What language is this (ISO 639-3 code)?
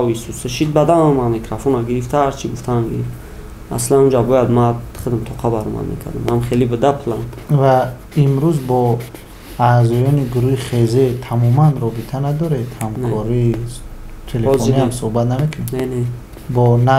tgk